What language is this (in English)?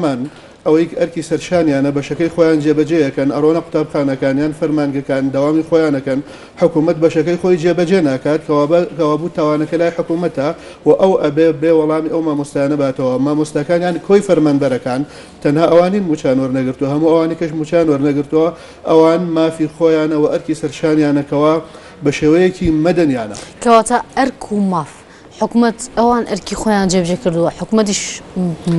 Central Kurdish